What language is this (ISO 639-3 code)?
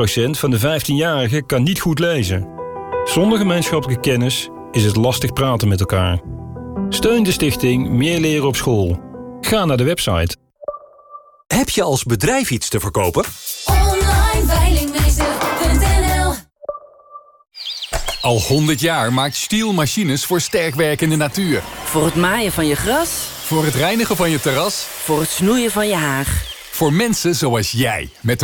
nld